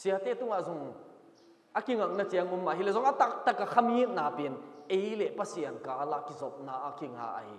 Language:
Tedim Chin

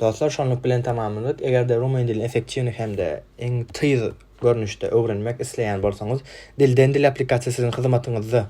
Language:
Turkmen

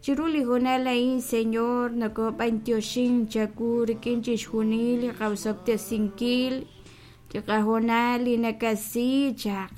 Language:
Kekchí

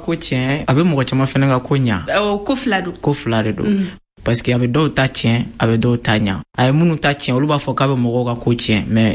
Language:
Bambara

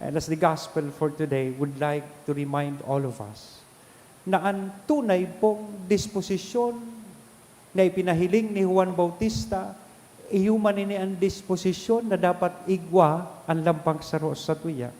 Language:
Bikol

